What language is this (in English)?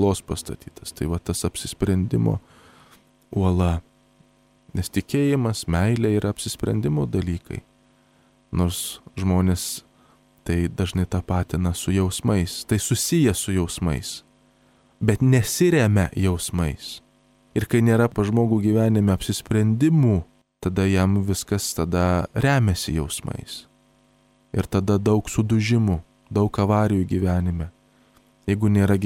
Lithuanian